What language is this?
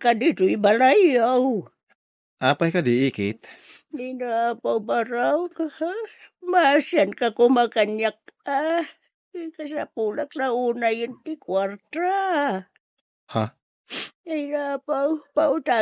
Iloko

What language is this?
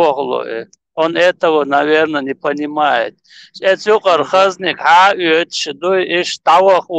Chechen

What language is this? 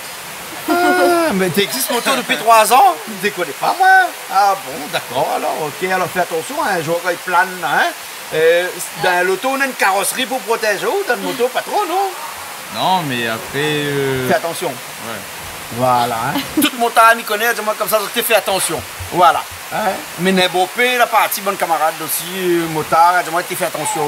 Réunion Creole French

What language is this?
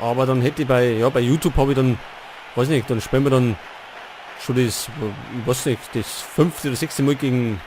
Bavarian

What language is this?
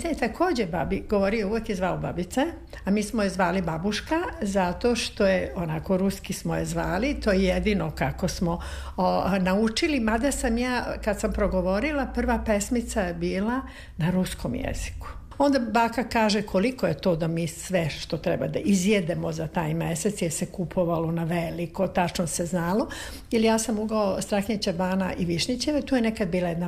Serbian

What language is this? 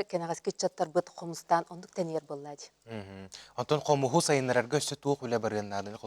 Yakut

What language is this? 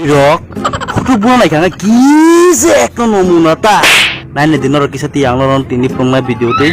Kok Borok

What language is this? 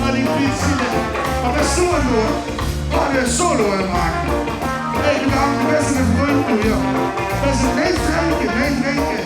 Limburgish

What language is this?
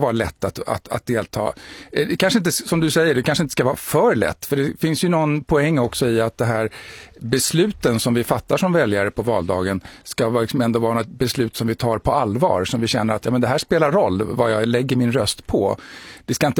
Swedish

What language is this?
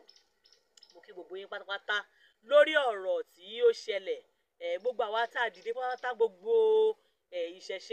Yoruba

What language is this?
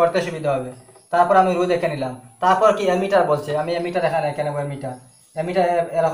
Bangla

